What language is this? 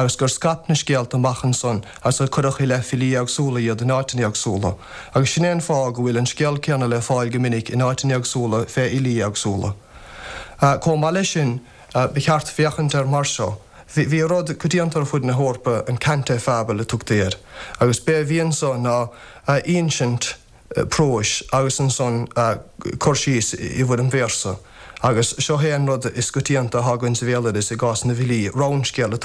Irish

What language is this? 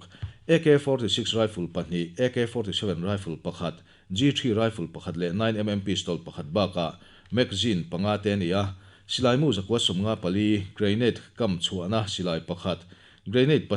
Mizo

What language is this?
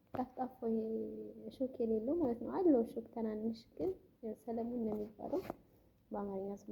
Amharic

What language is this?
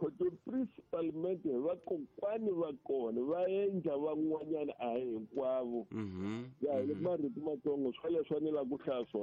Tsonga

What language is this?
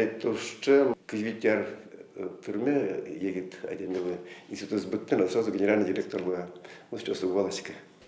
Udmurt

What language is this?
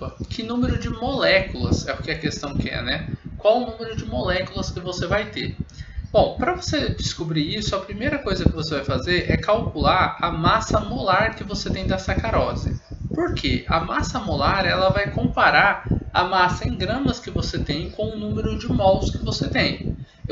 Portuguese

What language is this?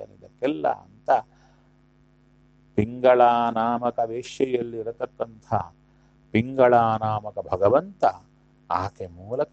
Kannada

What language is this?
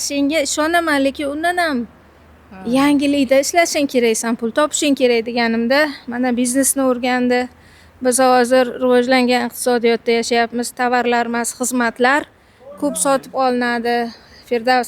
Uzbek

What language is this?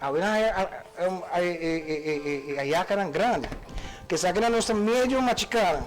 Papiamento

